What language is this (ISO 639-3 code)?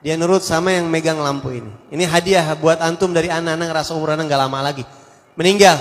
bew